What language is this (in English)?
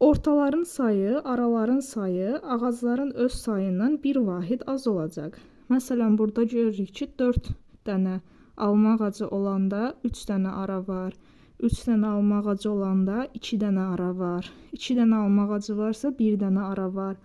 Azerbaijani